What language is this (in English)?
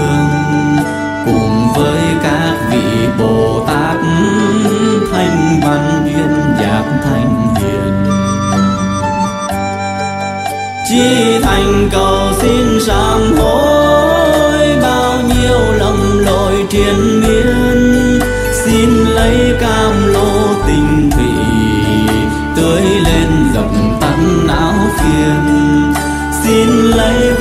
Vietnamese